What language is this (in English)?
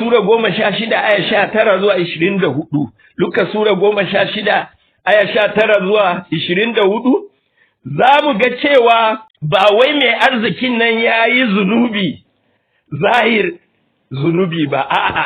Hausa